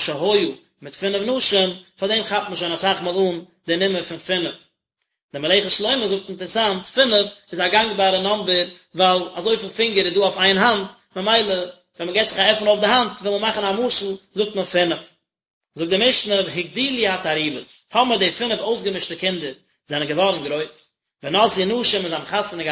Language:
Yiddish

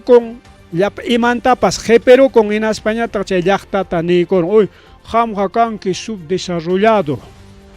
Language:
Ayacucho Quechua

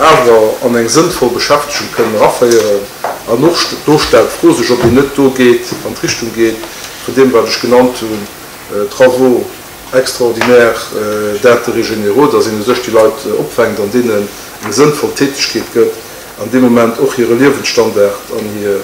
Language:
Luxembourgish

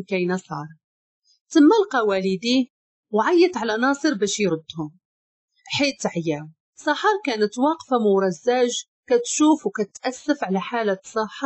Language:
Moroccan Arabic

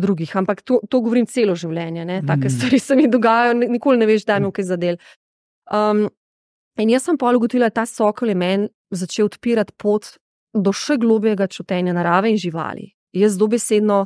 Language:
Slovenian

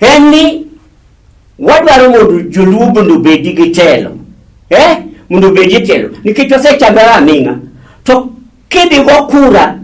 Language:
Luo (Kenya and Tanzania)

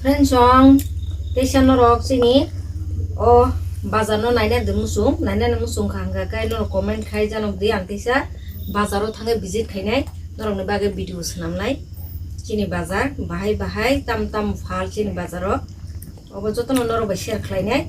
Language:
Kok Borok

